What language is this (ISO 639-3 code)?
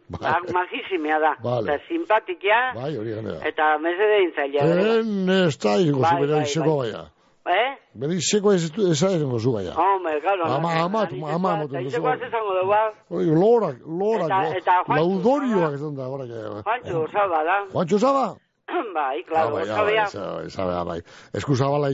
eus